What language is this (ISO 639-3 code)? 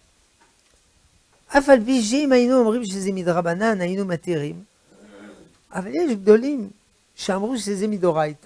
heb